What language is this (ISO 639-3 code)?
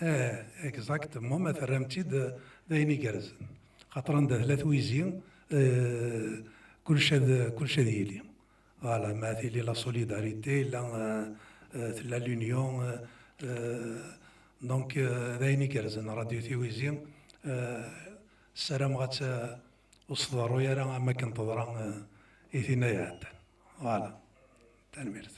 kab